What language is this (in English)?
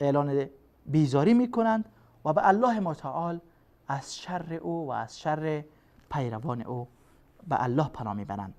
Persian